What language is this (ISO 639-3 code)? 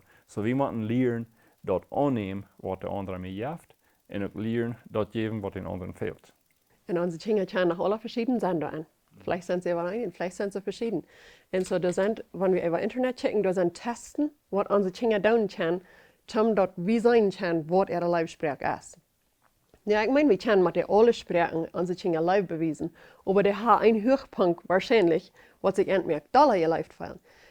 pdt